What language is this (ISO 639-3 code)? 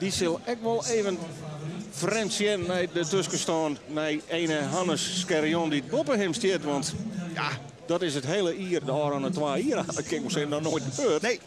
fry